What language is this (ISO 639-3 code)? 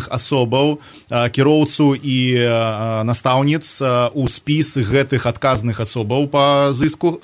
bel